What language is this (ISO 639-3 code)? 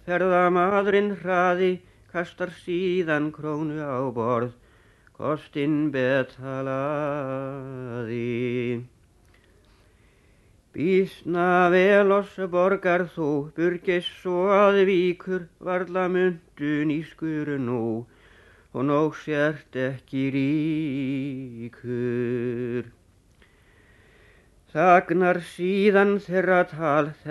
isl